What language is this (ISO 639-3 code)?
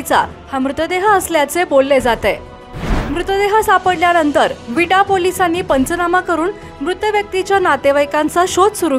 mar